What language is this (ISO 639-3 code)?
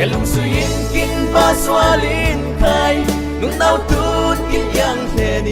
cfm